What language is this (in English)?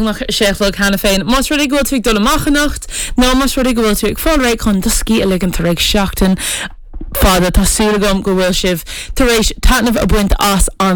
Irish